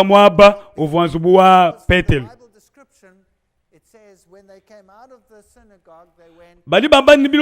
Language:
Luba-Lulua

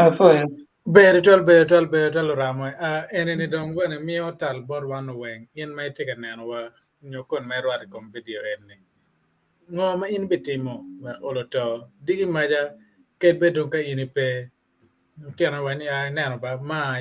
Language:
Acoli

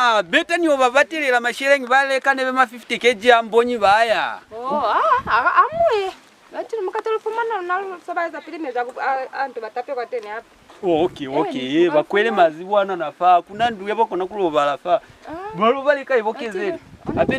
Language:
Lozi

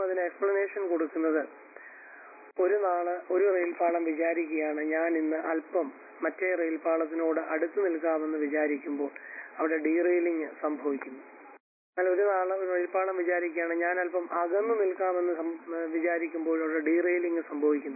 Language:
Malayalam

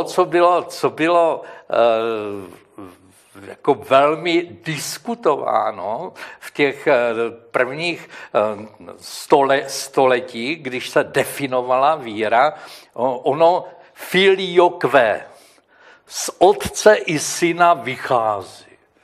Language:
Czech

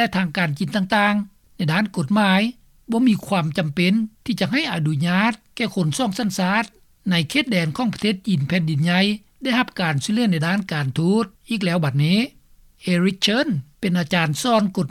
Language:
Lao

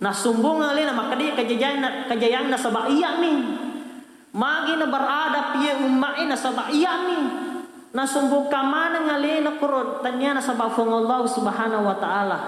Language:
Buginese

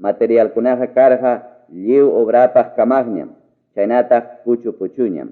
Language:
Ayacucho Quechua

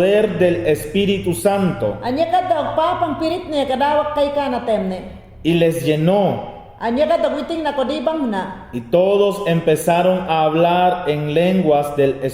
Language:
Mayangna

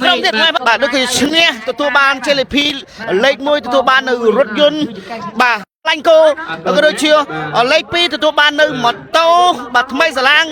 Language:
Khmer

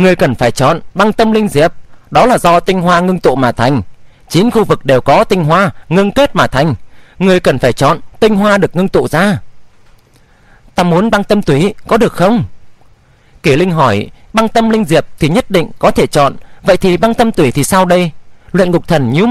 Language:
Vietnamese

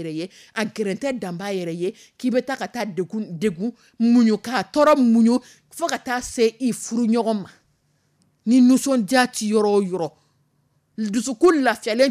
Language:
Dyula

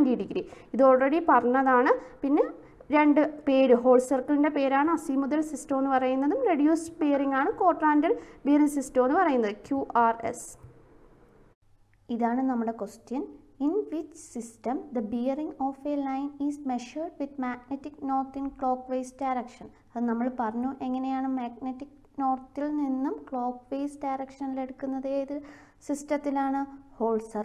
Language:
Malayalam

